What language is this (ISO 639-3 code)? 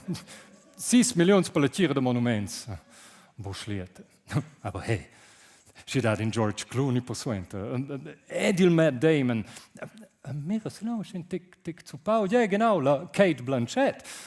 roh